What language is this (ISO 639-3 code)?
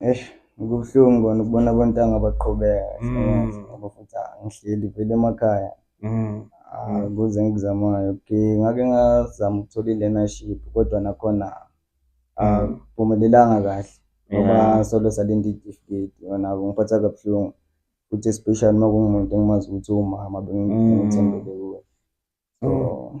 zul